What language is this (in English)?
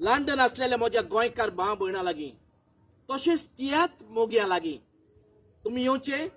Konkani